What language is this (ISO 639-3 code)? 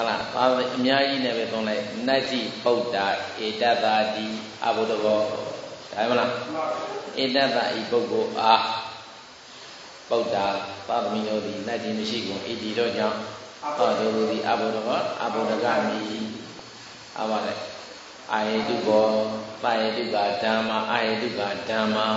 mya